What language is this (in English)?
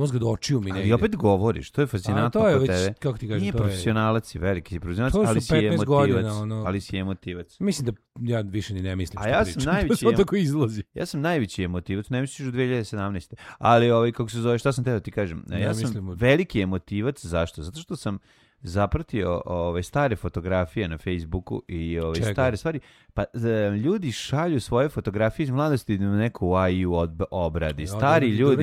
Serbian